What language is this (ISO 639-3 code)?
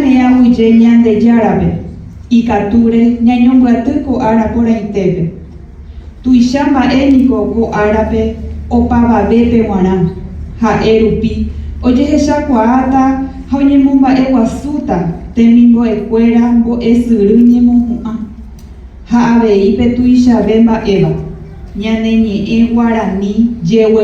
grn